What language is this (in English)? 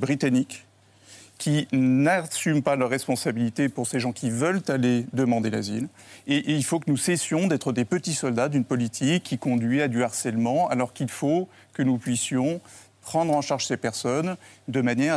French